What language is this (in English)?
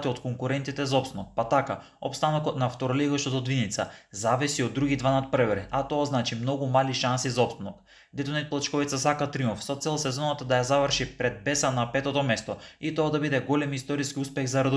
Macedonian